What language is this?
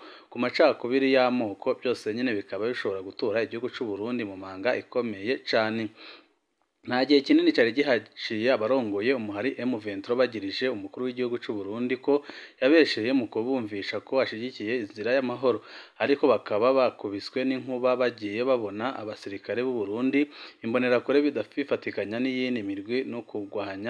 Rundi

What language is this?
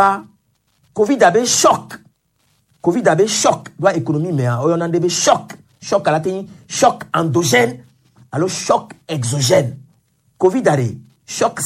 Gen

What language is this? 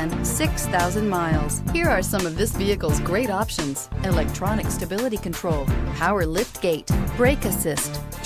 English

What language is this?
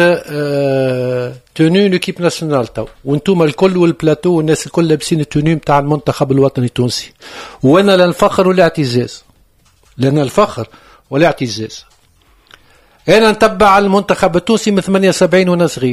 Tunisian Arabic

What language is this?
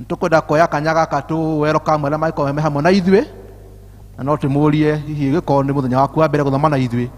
Kikuyu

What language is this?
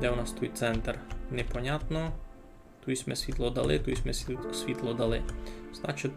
Rusyn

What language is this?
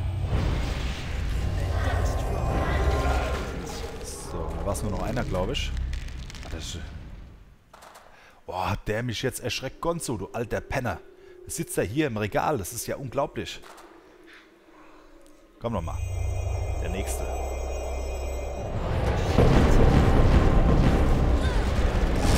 German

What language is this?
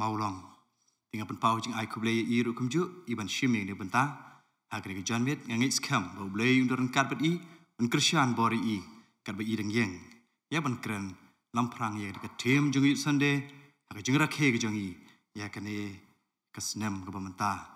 Khasi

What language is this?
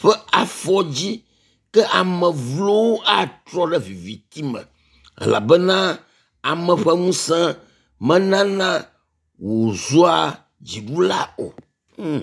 Ewe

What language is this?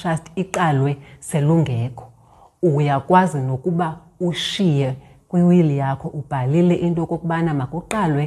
Xhosa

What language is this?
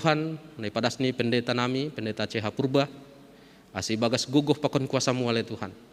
Batak Simalungun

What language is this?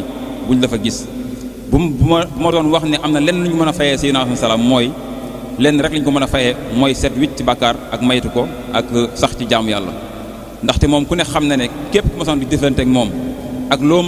Wolof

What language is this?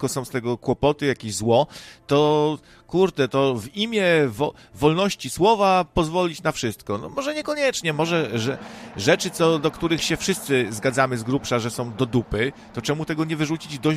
Polish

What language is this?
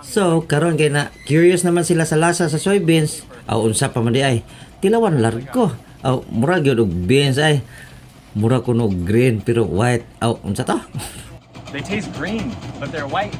Cebuano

